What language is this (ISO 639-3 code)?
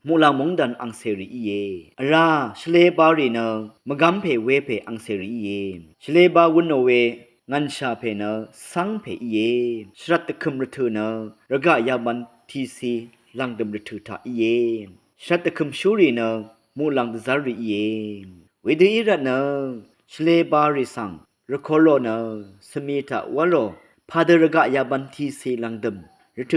raw